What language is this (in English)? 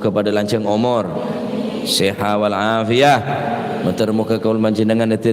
Madurese